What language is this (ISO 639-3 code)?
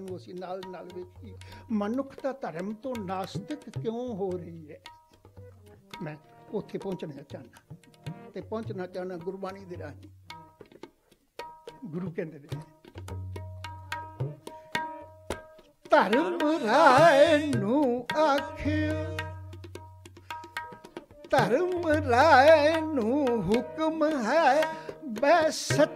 pan